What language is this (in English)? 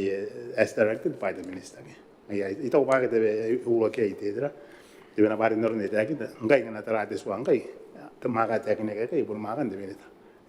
Gilbertese